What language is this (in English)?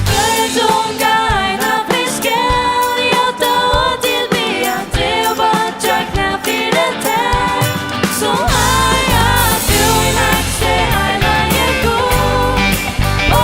Faroese